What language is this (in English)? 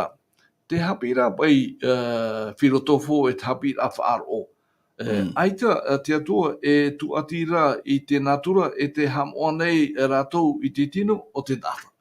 Tahitian